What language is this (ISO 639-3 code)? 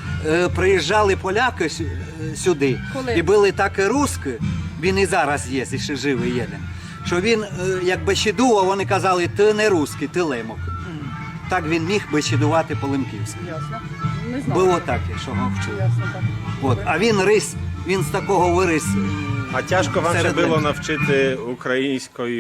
rue